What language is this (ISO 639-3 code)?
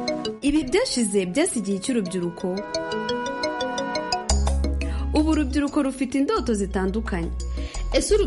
kin